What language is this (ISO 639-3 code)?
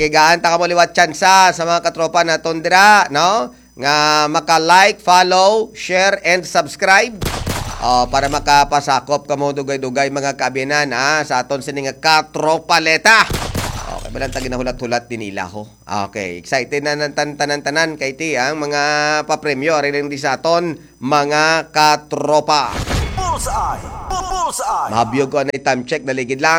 hil